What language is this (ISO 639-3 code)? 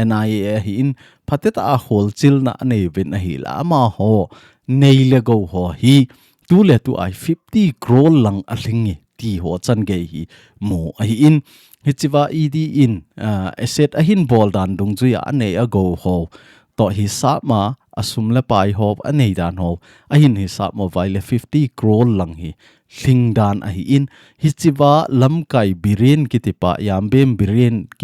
tcz